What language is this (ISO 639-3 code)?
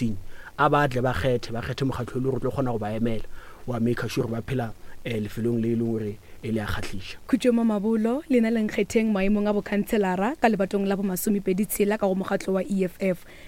nso